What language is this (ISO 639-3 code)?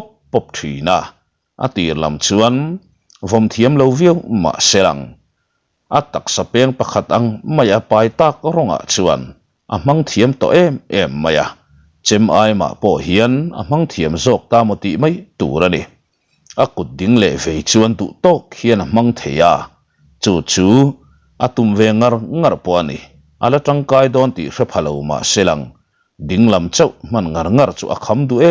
lus